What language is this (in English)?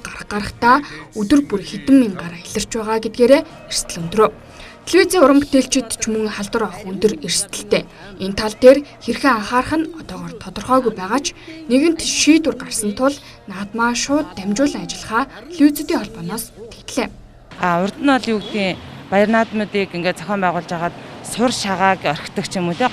Mongolian